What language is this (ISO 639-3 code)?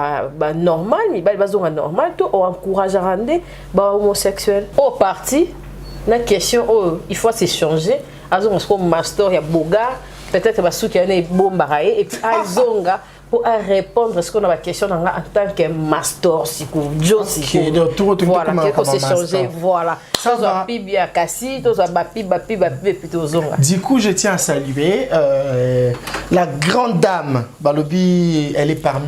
lin